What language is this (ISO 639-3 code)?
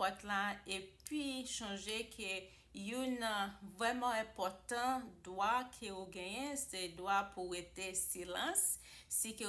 hat